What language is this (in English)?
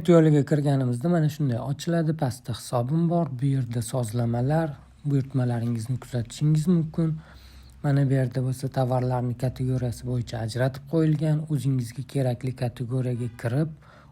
Uzbek